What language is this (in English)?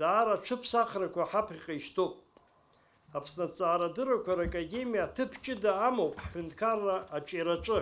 Abkhazian